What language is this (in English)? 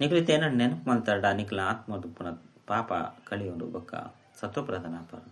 Tulu